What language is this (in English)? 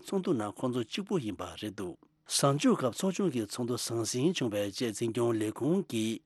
Tibetan